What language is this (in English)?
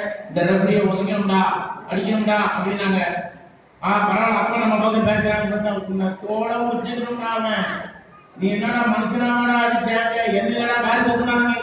Tamil